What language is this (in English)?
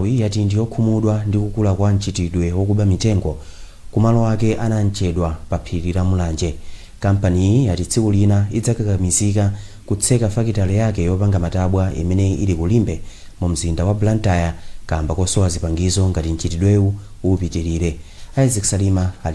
Nyanja